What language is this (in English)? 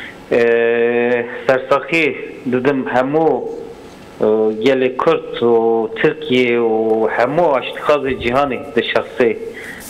Kurdish